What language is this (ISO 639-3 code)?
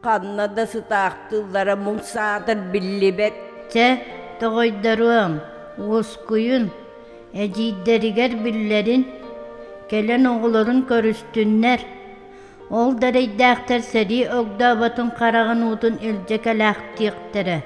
sah